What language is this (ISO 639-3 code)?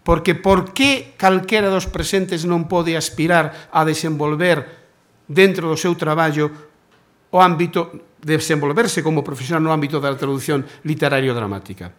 glg